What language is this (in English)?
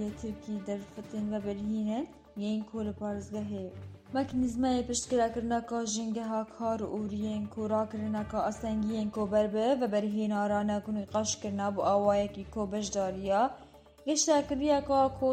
Kurdish